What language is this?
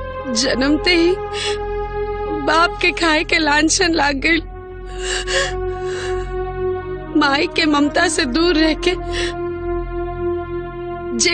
Bhojpuri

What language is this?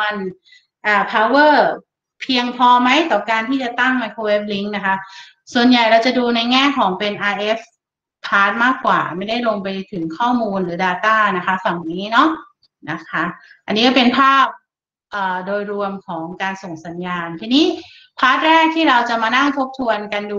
Thai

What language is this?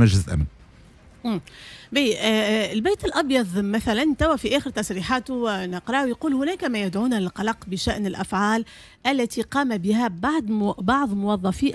Tunisian Arabic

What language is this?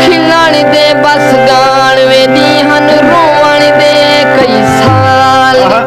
Saraiki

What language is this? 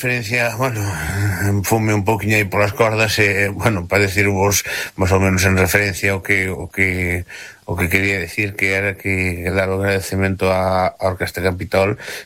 Galician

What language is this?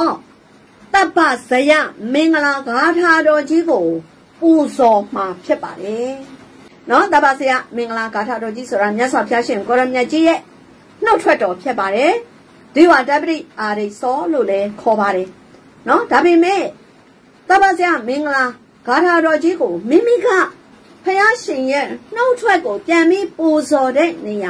Burmese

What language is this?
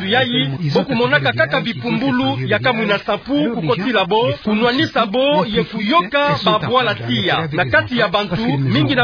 Kituba (Democratic Republic of Congo)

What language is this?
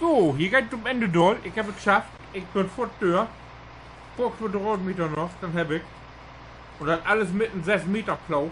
Low German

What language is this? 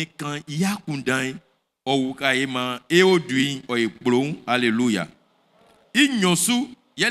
Baoulé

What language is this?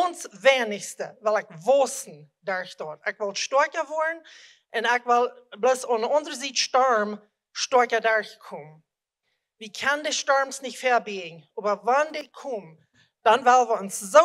Plautdietsch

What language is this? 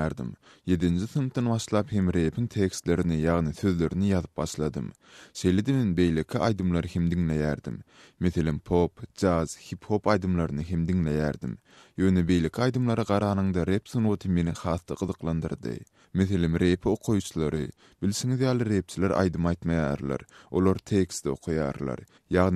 Turkmen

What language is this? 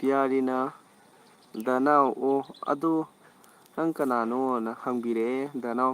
Manipuri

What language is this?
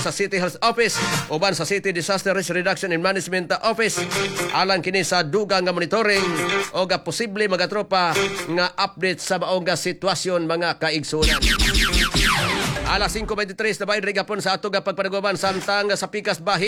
Cebuano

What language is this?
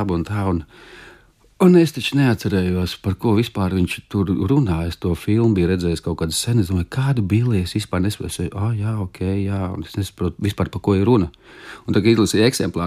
Latvian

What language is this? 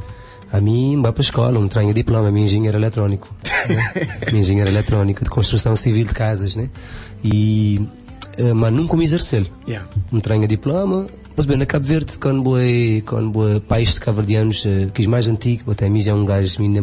Kabuverdianu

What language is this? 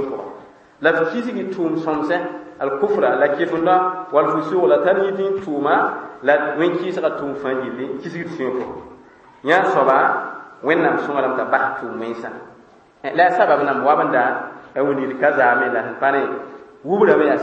Mossi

